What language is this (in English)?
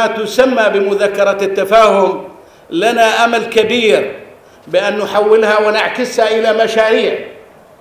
Arabic